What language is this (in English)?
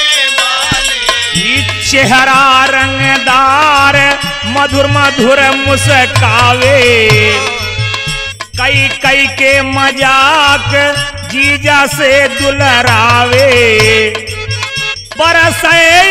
Bhojpuri